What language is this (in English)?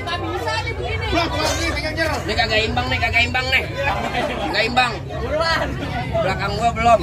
Betawi